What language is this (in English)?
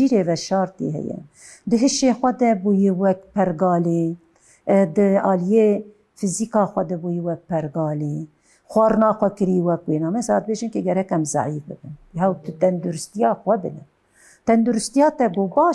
Kurdish